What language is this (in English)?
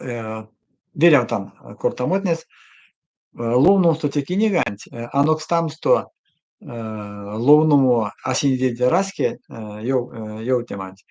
Erzya